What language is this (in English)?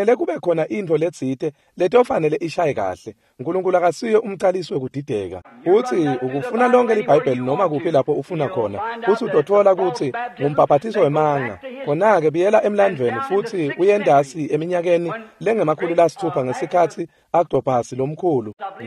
Swati